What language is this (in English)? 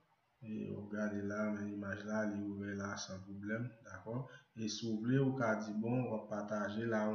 Haitian Creole